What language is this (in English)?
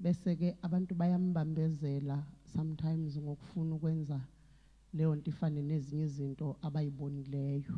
Zulu